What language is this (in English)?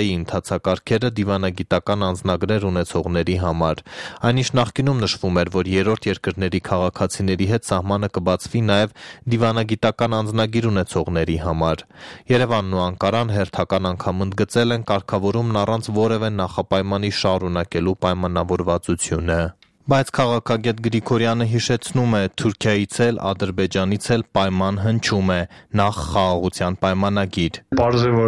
Armenian